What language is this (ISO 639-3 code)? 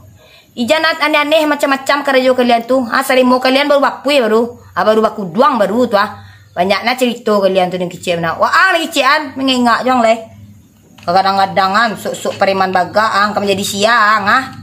min